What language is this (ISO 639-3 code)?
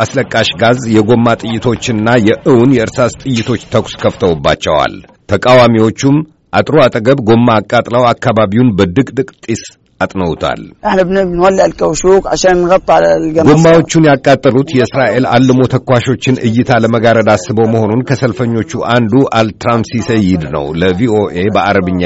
amh